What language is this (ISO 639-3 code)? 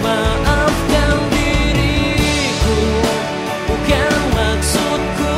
mfp